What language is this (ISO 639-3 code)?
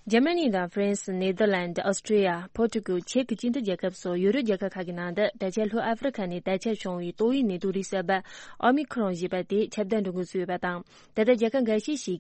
bod